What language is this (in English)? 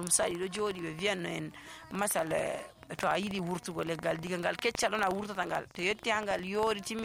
Nigerian Fulfulde